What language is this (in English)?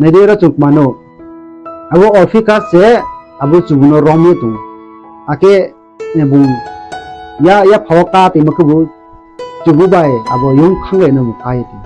Riang (India)